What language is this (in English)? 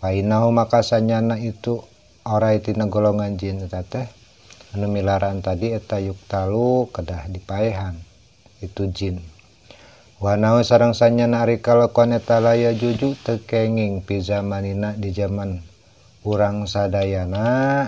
Sundanese